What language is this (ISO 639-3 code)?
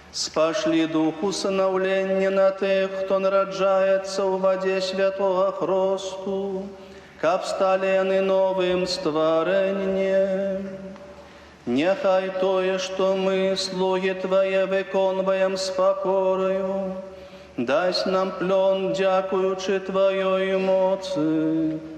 bel